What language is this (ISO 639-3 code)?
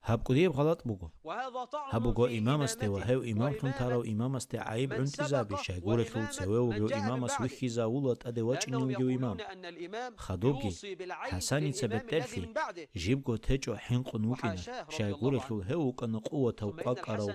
ava